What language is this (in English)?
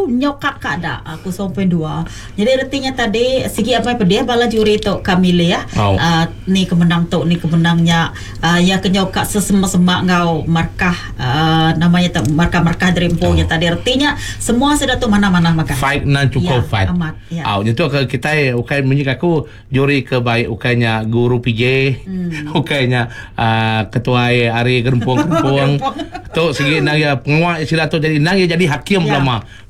Iban